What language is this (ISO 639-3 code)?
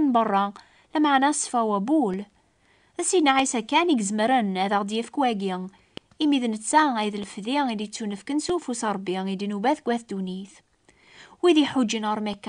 kab